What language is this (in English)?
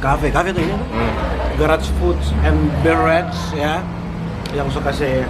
Manado Malay